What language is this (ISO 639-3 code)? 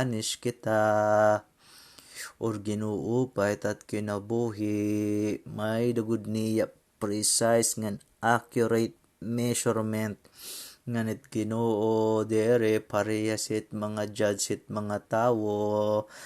war